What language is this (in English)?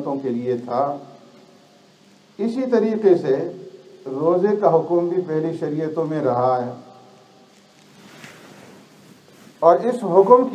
Urdu